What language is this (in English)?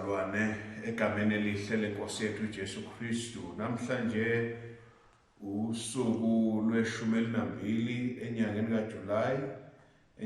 Zulu